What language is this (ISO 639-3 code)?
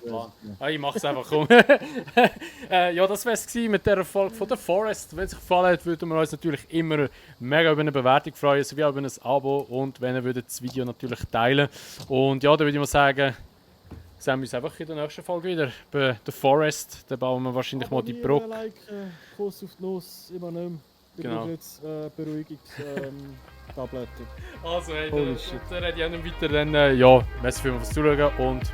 gsw